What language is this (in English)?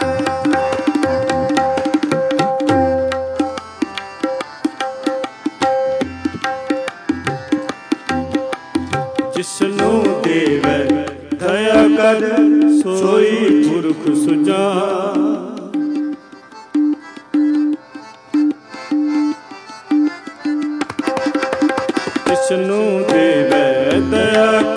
Punjabi